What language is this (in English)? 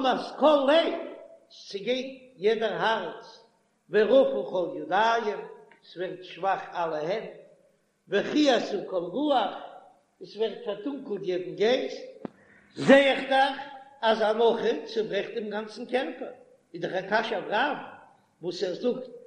Yiddish